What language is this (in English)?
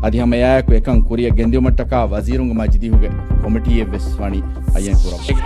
Divehi